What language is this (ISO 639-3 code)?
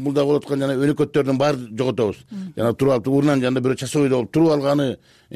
kir